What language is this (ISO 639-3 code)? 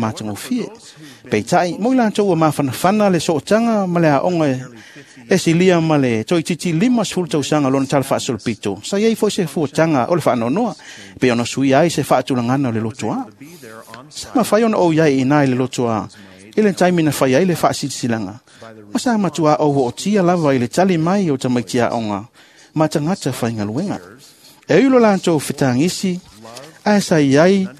smo